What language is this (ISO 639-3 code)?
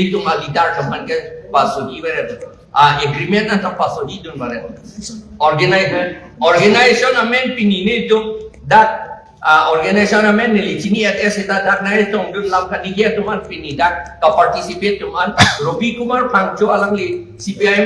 mjw